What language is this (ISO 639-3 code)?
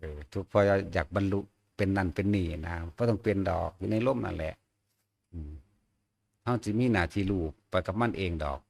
tts